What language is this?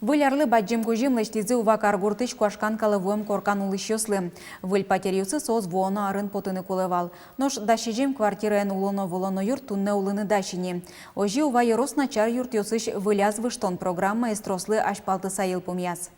Udmurt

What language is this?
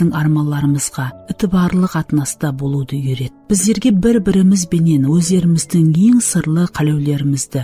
Kara-Kalpak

